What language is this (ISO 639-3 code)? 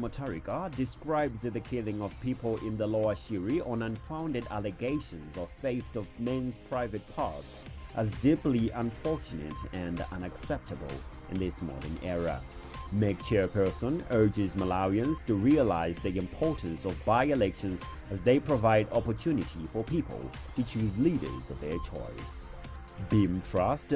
eng